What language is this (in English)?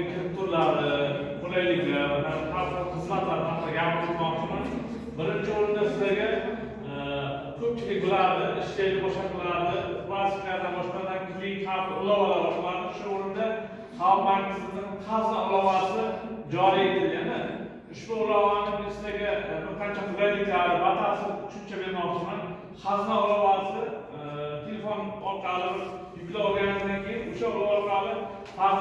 Uzbek